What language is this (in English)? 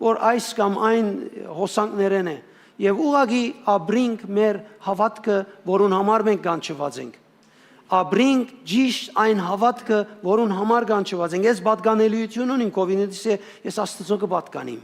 Western Armenian